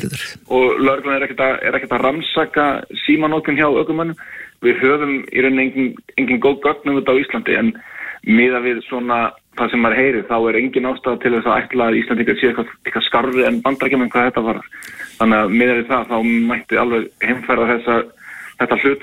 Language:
Icelandic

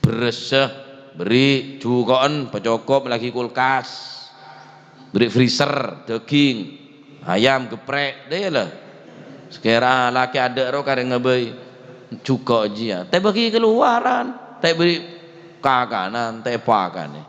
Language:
Madurese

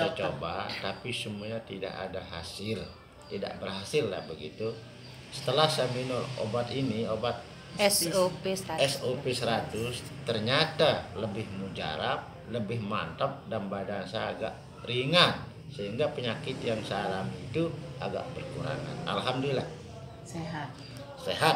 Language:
Indonesian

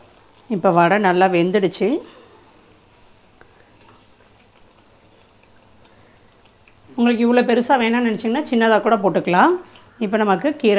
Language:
Tamil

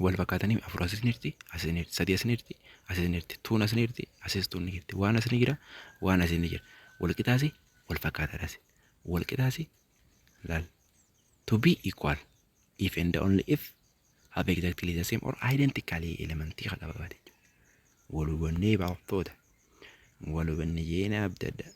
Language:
Oromo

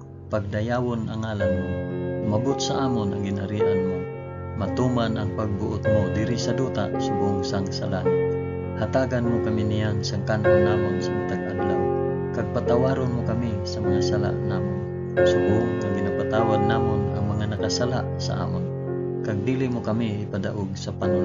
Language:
Hiligaynon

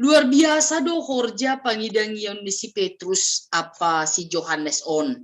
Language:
Batak Simalungun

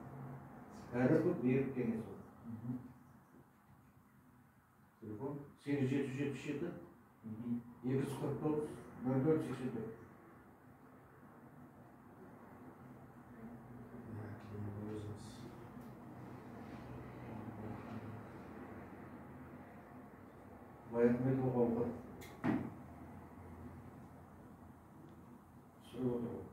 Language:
Kazakh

